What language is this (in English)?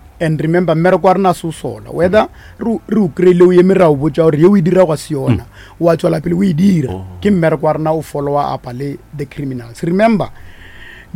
Northern Sotho